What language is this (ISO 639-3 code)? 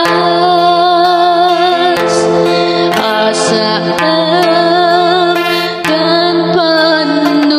ilo